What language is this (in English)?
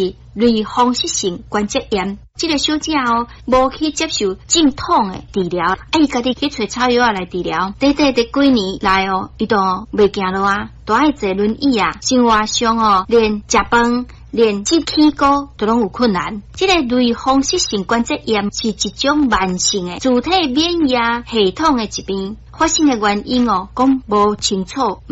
Min Nan Chinese